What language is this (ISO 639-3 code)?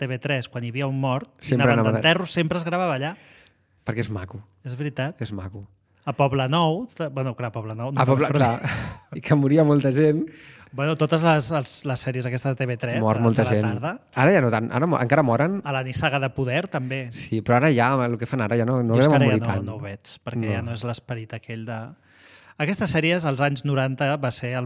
cat